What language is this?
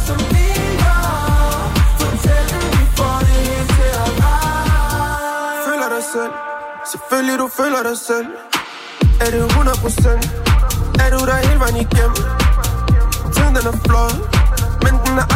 Danish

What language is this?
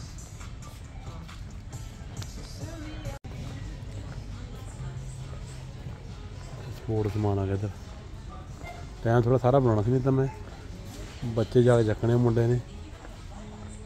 Punjabi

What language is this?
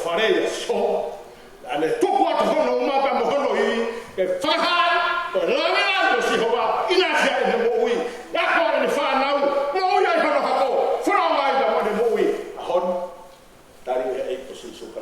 Tongan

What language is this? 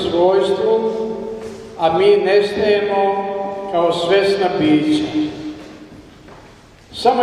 Serbian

